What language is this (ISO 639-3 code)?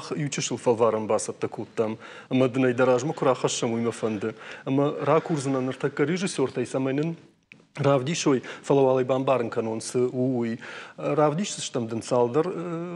oss